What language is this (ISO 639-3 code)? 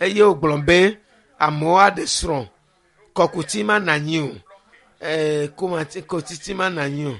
ewe